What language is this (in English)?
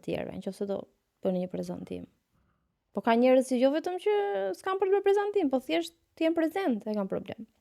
Albanian